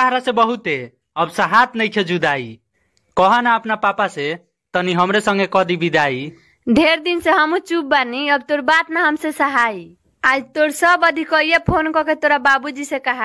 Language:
Bhojpuri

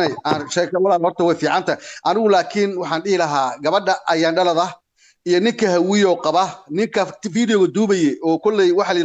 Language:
Somali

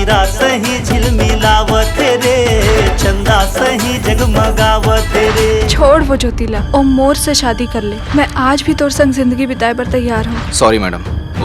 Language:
Chhattisgarhi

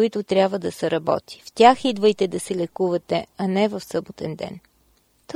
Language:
Bulgarian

